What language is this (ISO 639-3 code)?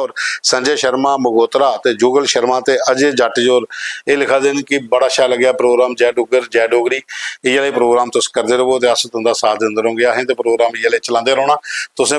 doi